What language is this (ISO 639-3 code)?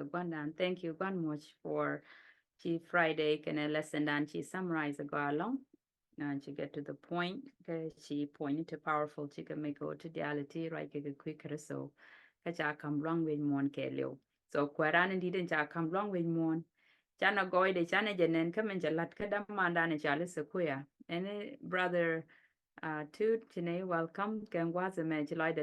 nus